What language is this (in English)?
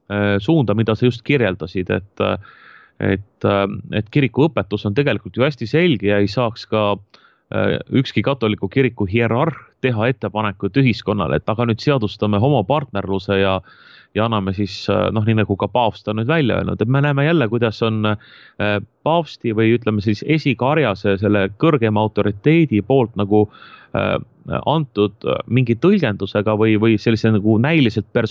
Estonian